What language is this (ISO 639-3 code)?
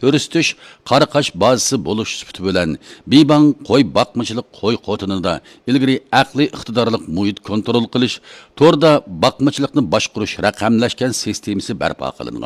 uig